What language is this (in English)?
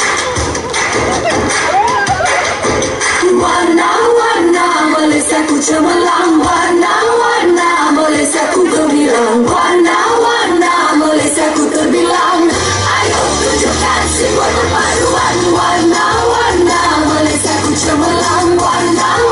Malay